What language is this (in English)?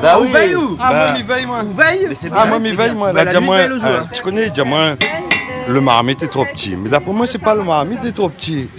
Réunion Creole French